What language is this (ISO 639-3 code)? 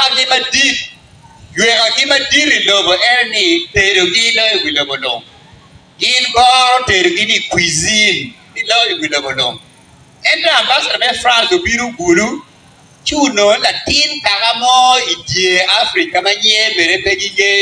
ach